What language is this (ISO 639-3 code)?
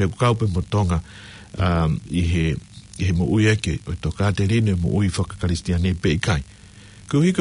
ton